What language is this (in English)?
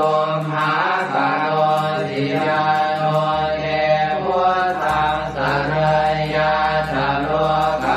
Pali